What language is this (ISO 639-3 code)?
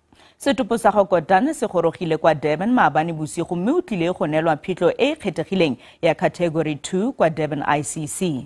tsn